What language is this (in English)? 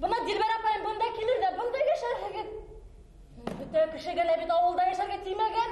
Bashkir